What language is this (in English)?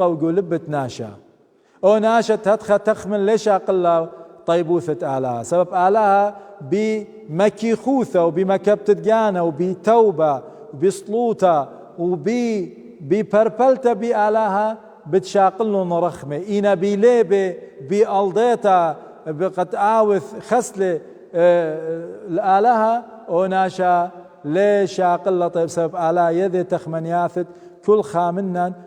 Assyrian Neo-Aramaic